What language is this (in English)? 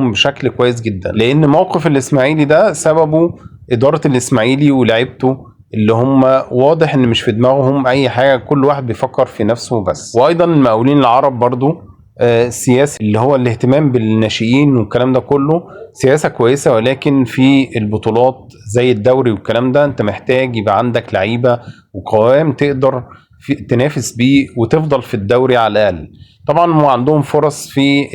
Egyptian Arabic